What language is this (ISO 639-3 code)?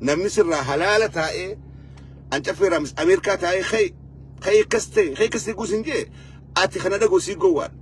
orm